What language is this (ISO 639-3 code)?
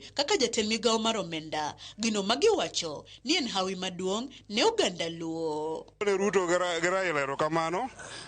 luo